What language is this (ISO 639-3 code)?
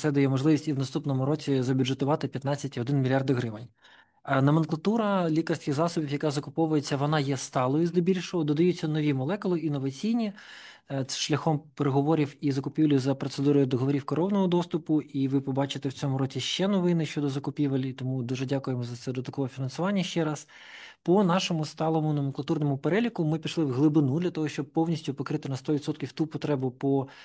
ukr